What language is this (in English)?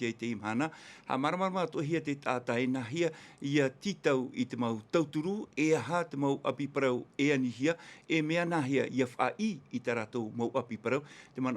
Tahitian